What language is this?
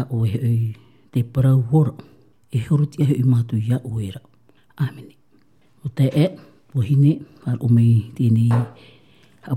Tahitian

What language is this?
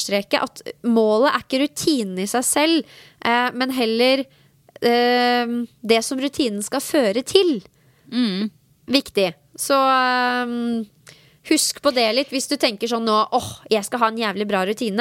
Norwegian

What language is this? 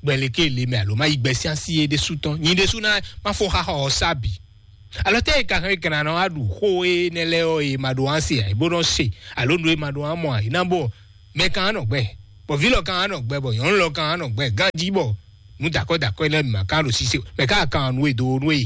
Fon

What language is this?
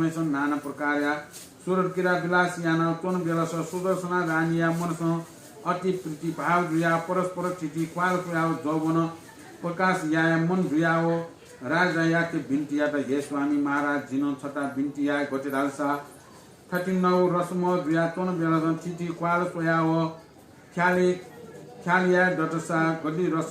Newari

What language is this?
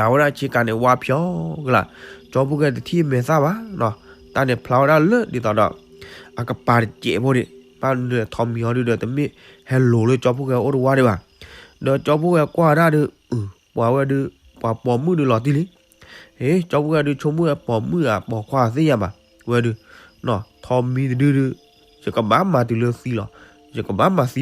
S'gaw Karen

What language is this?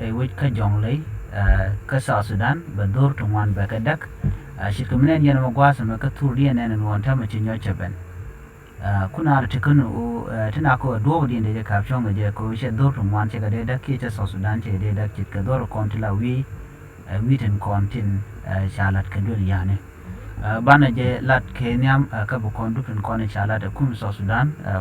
Nuer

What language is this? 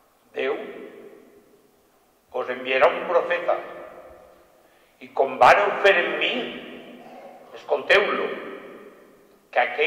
Catalan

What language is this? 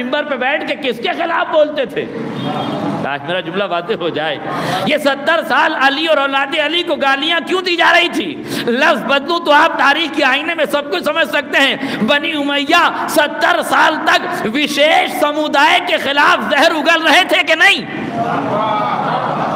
Urdu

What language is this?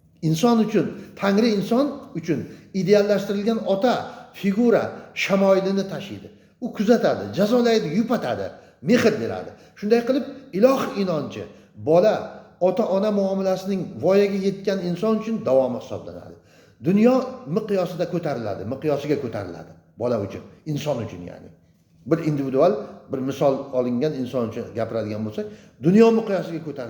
Uzbek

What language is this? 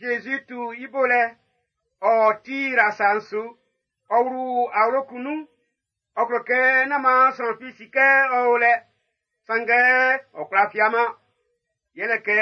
Baoulé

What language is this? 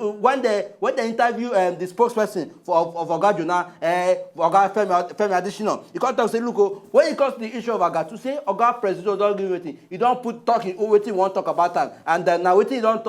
Nigerian Pidgin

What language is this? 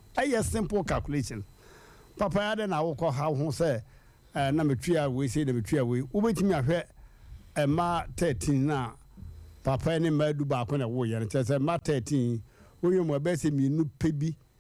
Akan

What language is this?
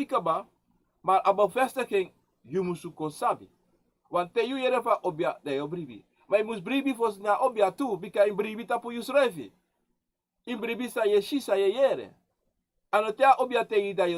Sranan Tongo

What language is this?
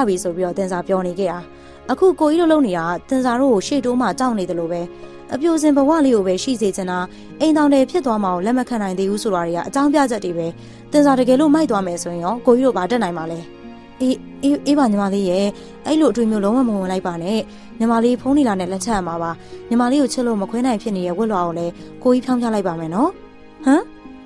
Burmese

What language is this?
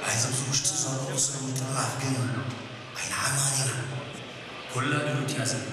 Tigrinya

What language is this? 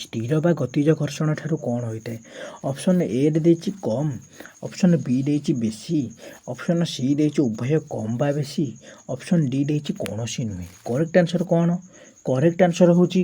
Odia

